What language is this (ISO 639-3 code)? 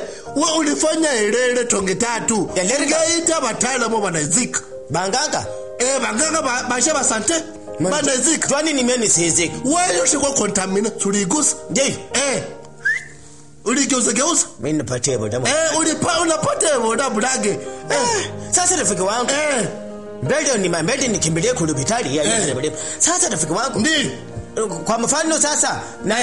swa